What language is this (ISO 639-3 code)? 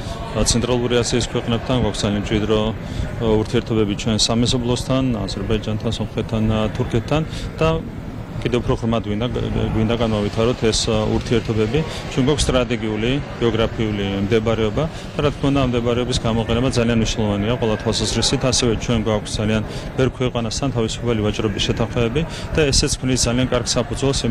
kat